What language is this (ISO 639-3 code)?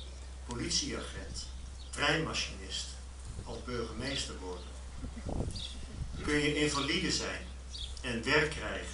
nld